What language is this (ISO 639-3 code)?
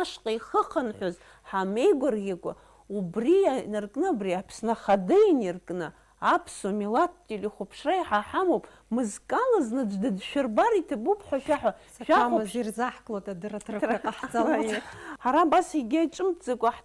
abk